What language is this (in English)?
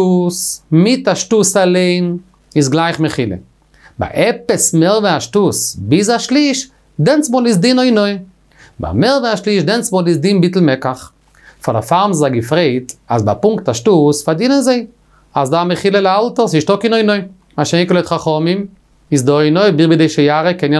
Yiddish